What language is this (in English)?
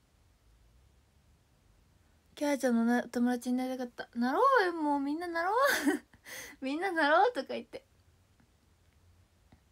Japanese